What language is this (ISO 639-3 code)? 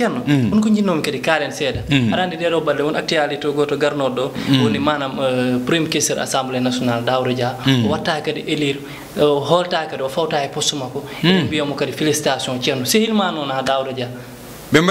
ful